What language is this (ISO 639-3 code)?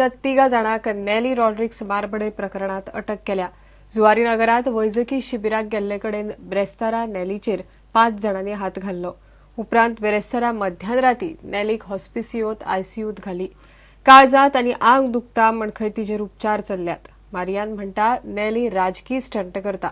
kok